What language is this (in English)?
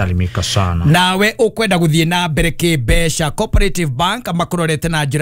Kikuyu